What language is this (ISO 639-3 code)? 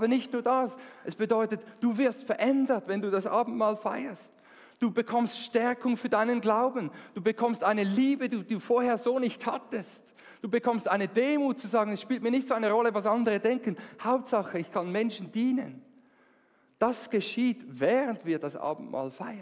gsw